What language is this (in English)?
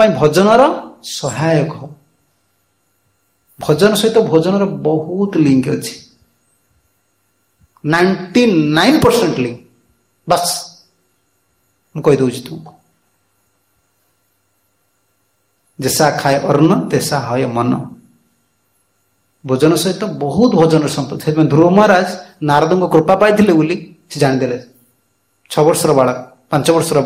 Odia